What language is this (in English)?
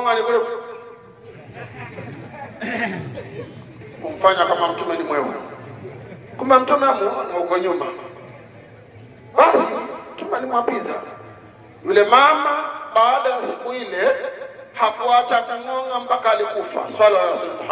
Swahili